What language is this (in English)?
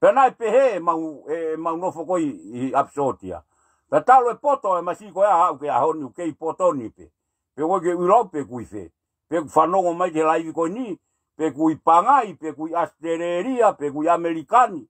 Tongan